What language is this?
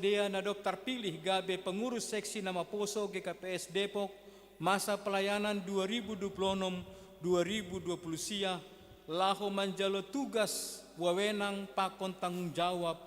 Batak Simalungun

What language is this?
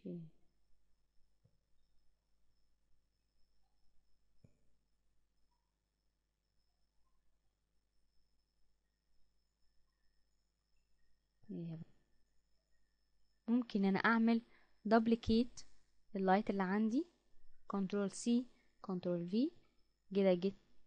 Egyptian Arabic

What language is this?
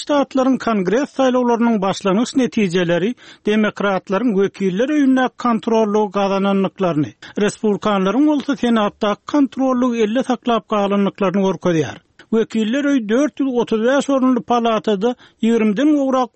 Turkmen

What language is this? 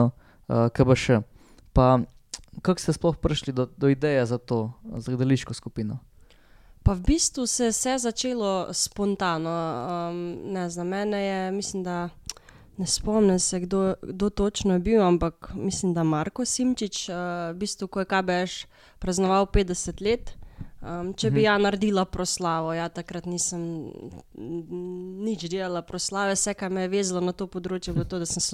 Slovenian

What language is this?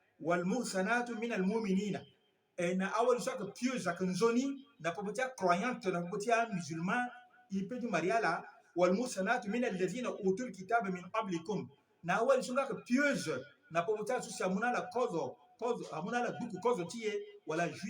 Sango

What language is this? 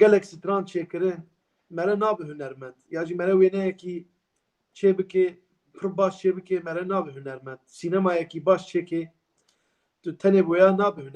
Kurdish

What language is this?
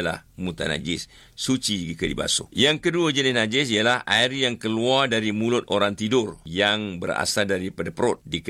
Malay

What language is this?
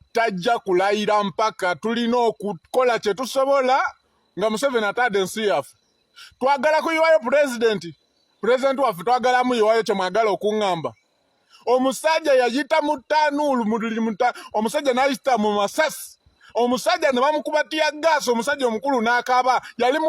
Ganda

